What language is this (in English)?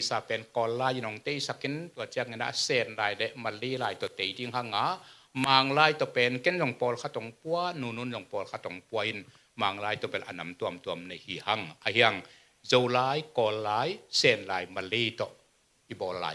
Tedim Chin